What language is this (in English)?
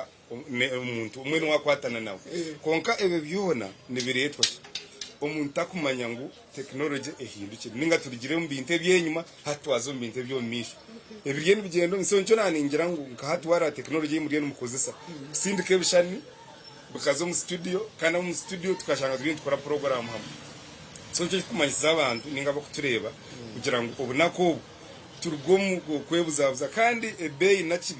Nyankole